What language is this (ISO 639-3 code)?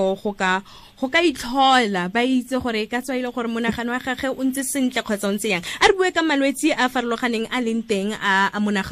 tsn